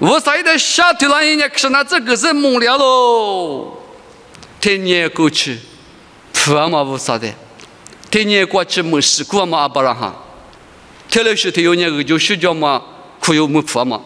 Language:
Lisu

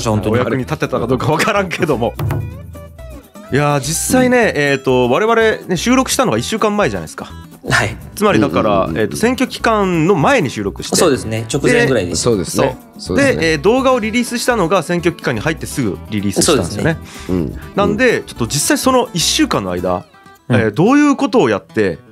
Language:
Japanese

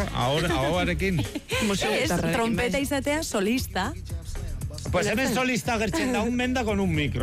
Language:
Basque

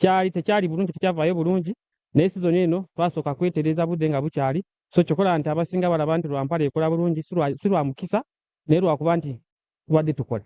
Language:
Nyankole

